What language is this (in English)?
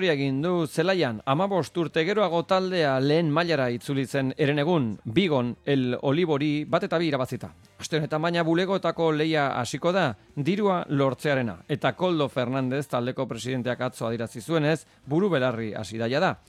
Basque